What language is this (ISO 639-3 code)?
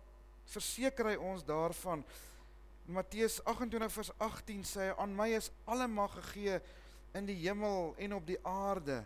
afr